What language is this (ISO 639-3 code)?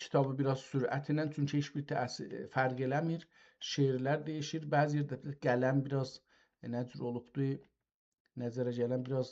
azb